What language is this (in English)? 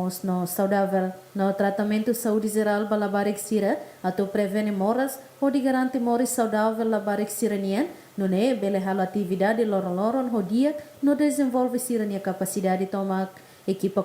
Tetum